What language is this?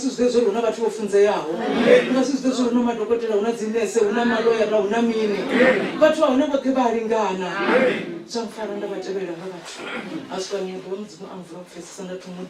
Venda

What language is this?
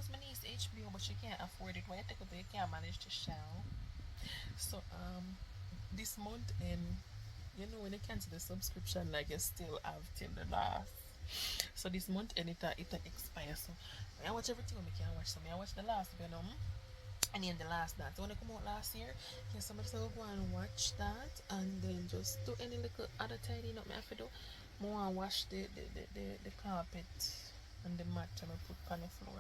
Jamaican Creole English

